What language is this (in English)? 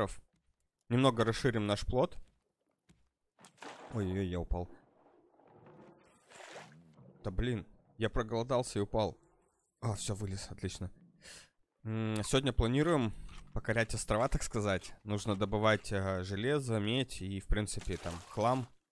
Russian